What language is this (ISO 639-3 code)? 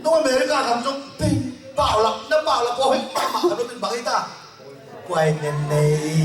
ctd